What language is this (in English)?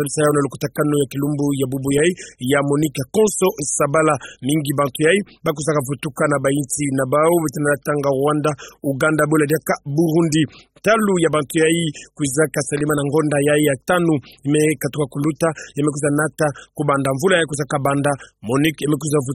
Kituba (Democratic Republic of Congo)